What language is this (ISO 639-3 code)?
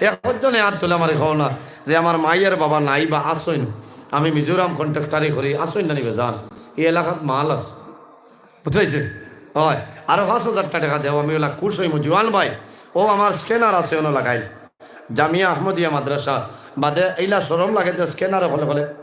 syl